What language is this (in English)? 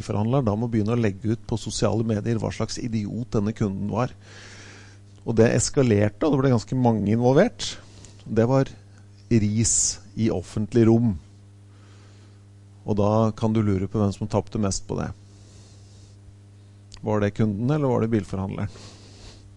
Norwegian